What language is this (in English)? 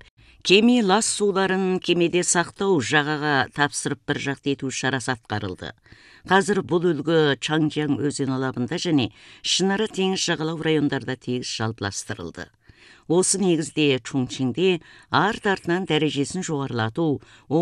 Kazakh